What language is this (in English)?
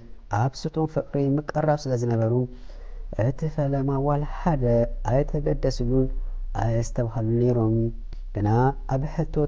Tigrinya